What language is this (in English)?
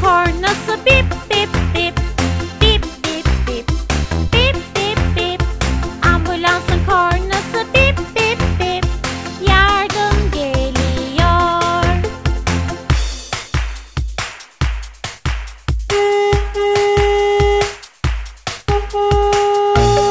Turkish